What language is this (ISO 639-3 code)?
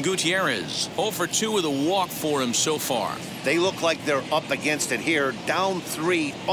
eng